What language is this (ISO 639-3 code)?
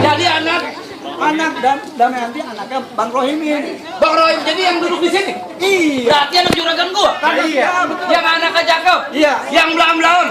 bew